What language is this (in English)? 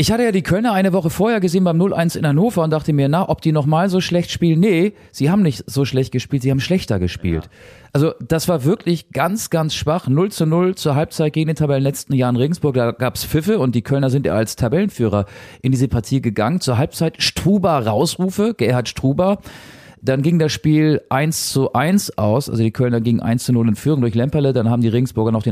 German